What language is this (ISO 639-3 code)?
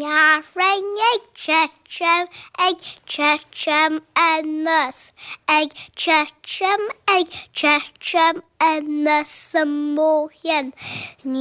gle